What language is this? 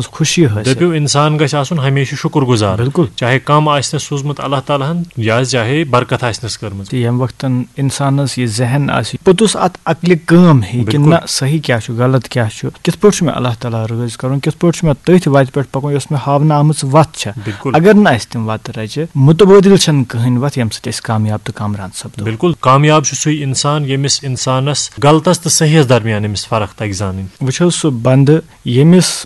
Kashmiri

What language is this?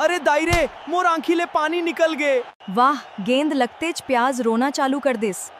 Chhattisgarhi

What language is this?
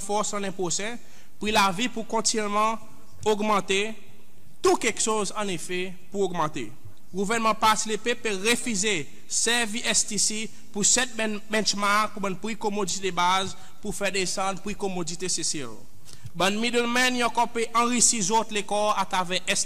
Seselwa Creole French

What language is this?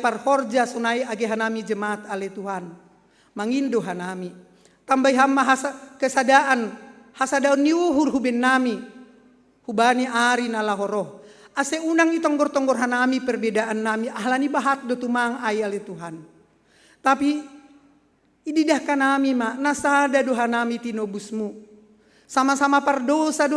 Batak Simalungun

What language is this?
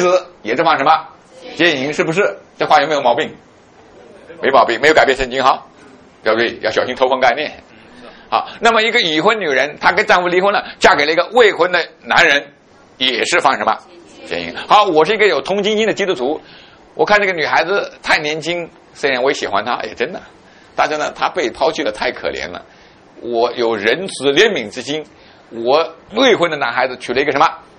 Chinese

